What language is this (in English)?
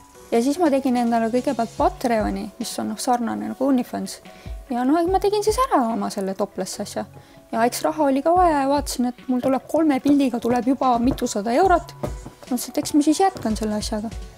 Estonian